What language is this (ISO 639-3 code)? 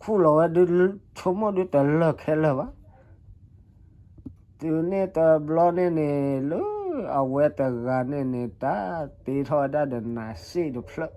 ksw